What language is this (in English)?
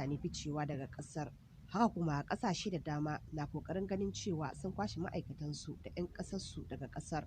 Hausa